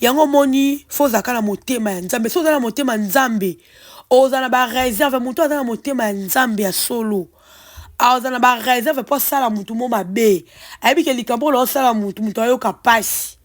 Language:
Lingala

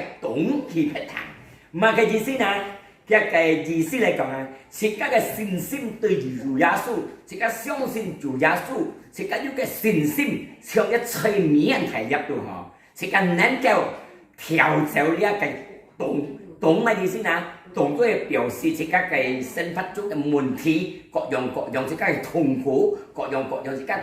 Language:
Hakka Chinese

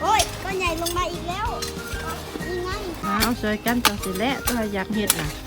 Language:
Lao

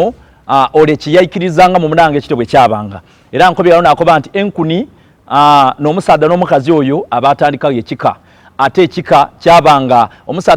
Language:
Soga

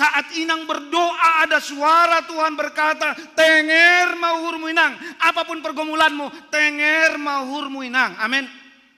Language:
Batak Simalungun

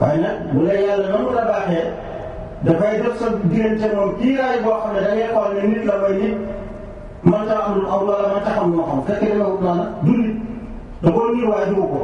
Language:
Wolof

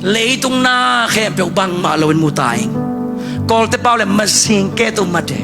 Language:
Tedim Chin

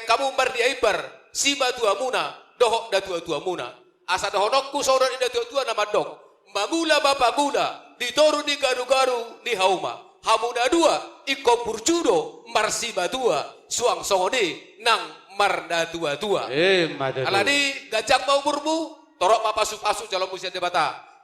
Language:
Batak Toba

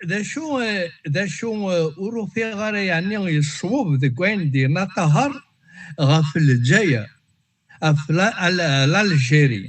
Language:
Kabyle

